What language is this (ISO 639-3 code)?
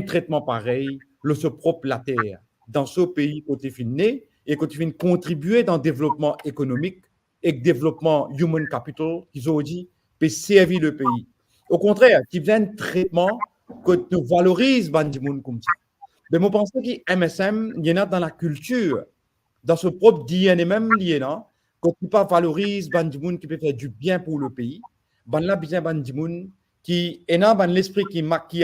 mfe